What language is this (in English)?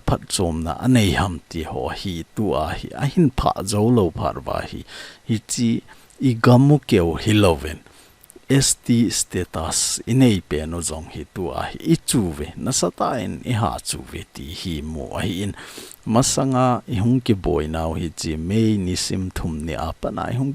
Thado Chin